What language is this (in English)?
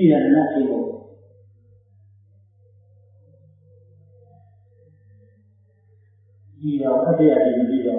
Burmese